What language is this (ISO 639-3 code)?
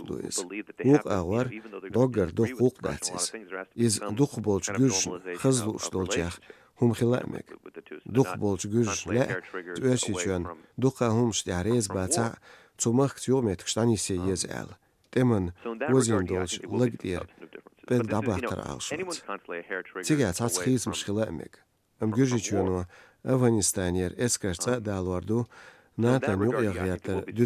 che